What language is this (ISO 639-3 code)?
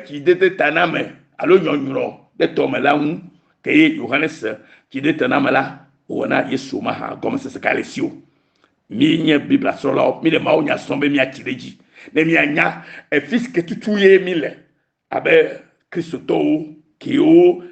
ewe